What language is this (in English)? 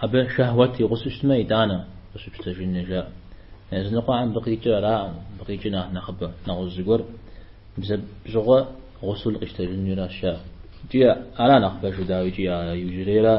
Kabardian